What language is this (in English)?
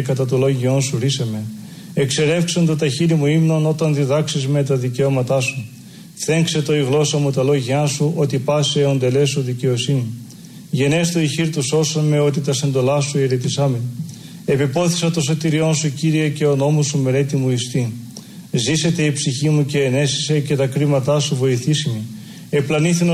Greek